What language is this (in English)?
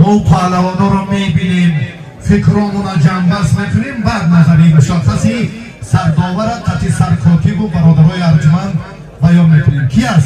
Tajik